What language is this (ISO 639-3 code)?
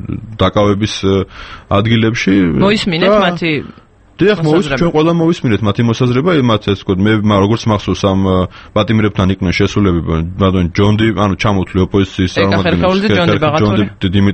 kat